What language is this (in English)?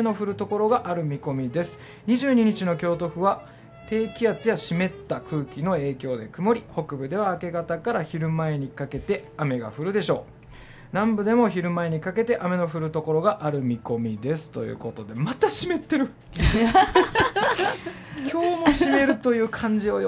Japanese